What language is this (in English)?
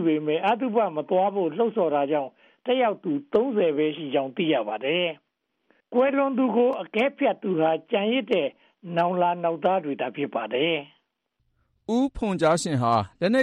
Burmese